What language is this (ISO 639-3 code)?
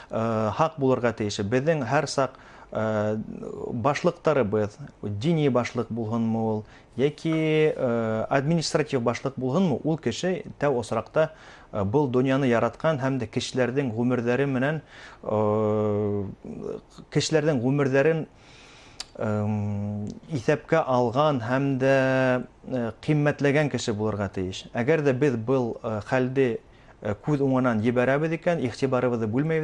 bak